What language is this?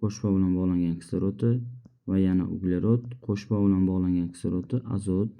Uzbek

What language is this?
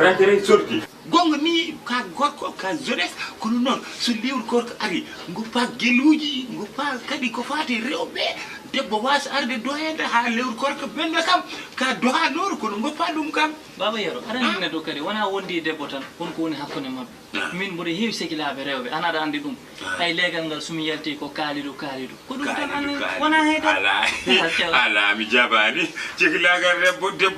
Fula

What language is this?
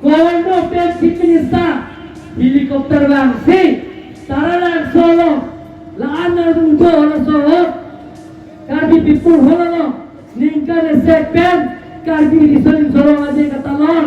Karbi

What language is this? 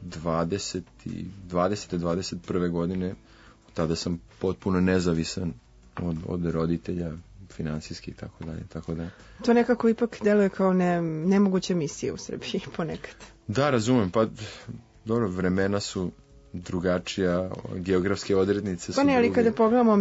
Serbian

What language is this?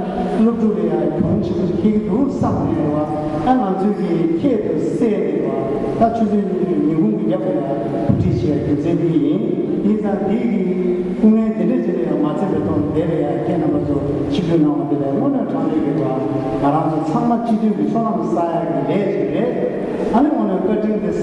Tibetan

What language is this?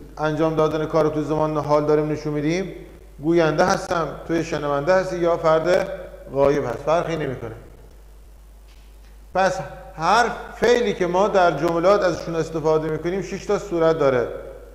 Persian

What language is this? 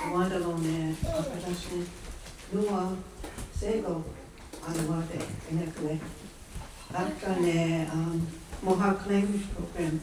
Mohawk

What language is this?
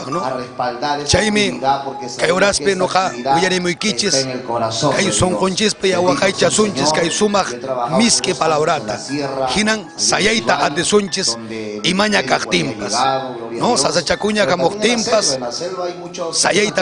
Ayacucho Quechua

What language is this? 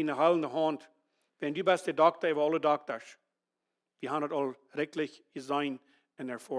Plautdietsch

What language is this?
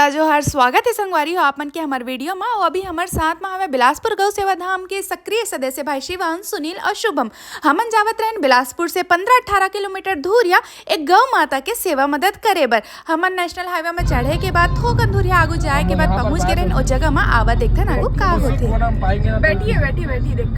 Chhattisgarhi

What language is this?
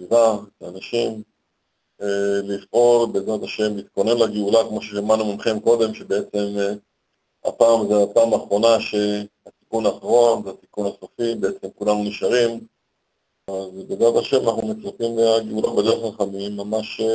Hebrew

